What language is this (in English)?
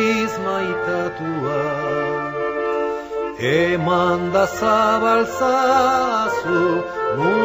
Basque